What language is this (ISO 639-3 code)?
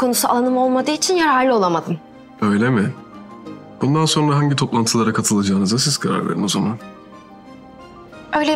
tur